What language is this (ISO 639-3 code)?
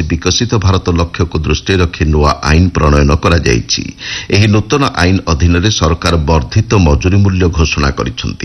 ori